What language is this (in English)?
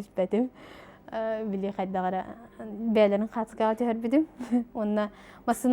Yakut